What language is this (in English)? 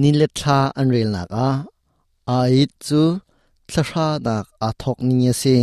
Hakha Chin